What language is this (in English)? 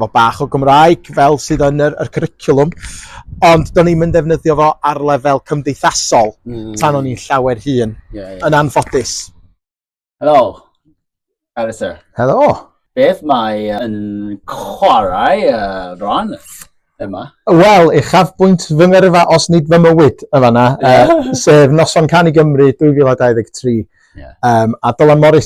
Welsh